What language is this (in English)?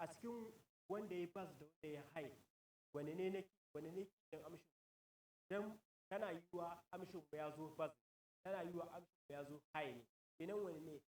Hausa